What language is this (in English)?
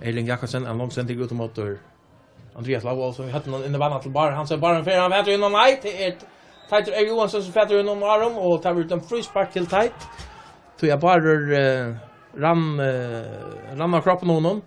Faroese